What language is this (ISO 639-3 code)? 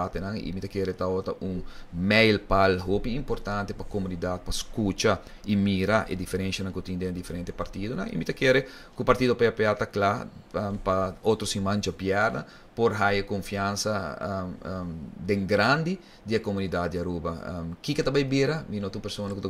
pap